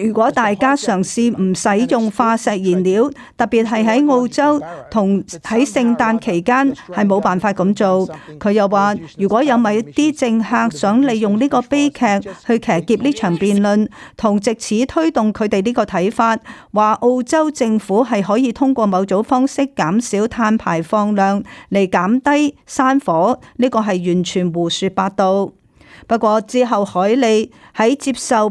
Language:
Cantonese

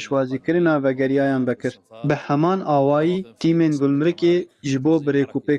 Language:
Kurdish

